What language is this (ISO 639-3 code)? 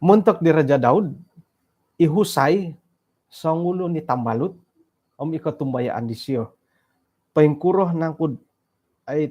dtp